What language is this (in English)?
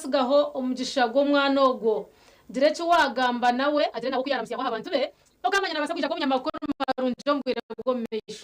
Nyankole